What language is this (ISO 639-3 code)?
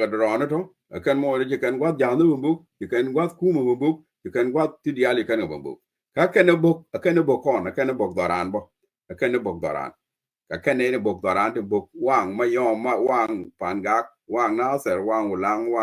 nus